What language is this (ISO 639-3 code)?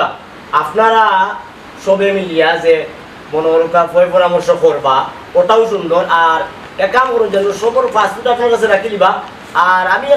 syl